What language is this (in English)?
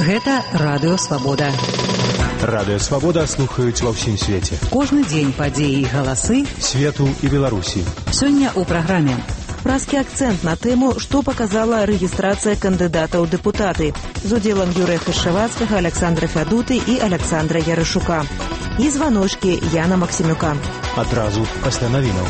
Belarusian